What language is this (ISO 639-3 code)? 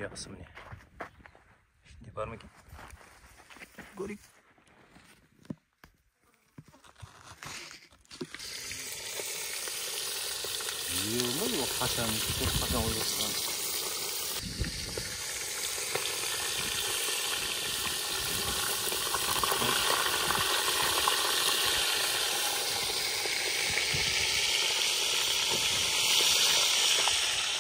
kaz